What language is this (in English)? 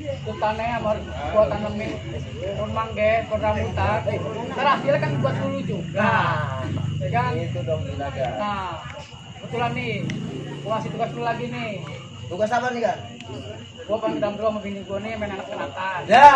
Betawi